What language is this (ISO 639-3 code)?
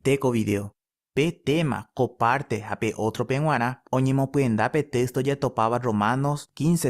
grn